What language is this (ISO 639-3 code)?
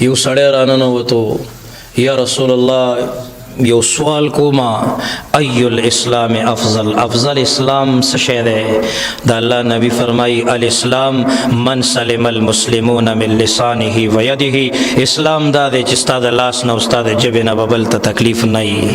pus